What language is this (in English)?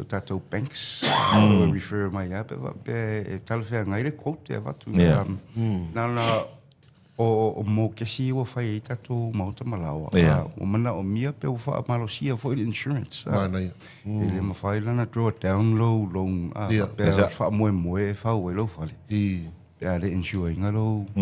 Samoan